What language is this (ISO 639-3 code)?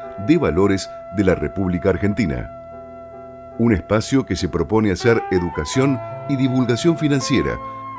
spa